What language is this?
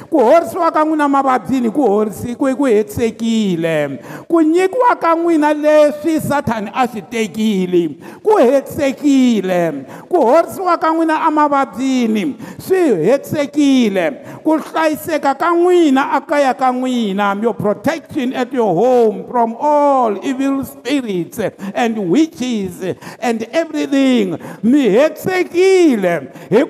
Tsonga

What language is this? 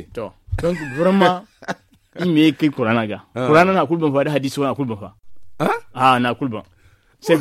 Zarma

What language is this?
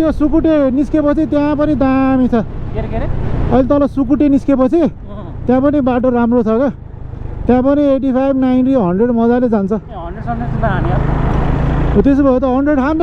Nepali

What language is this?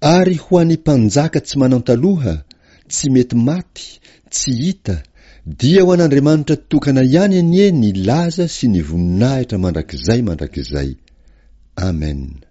Malagasy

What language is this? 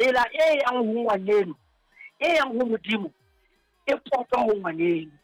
Southern Sotho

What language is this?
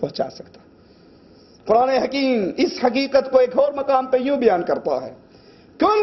Urdu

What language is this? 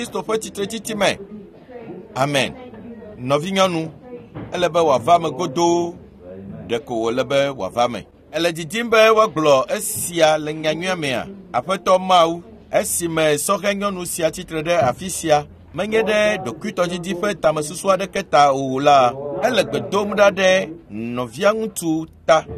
Ewe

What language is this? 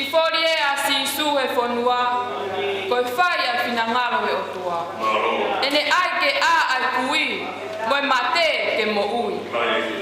Tongan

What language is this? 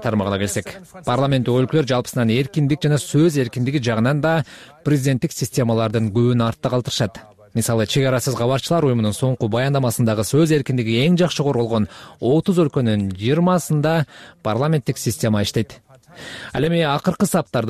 Kyrgyz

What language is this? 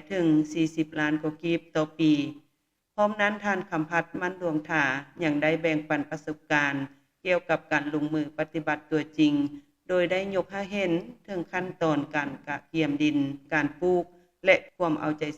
Lao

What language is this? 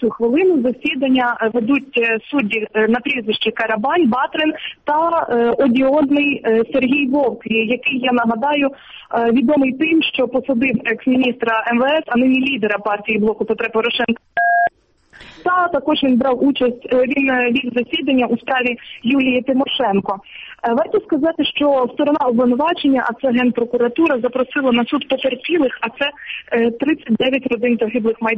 Ukrainian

